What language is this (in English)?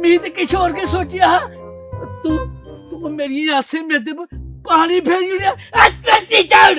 Dogri